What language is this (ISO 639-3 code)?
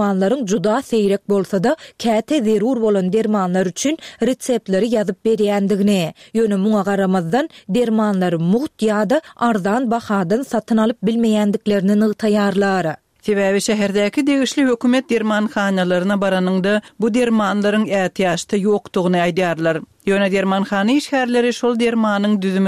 tuk